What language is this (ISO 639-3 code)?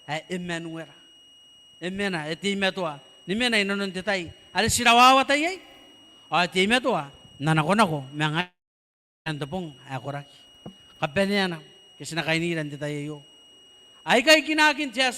gil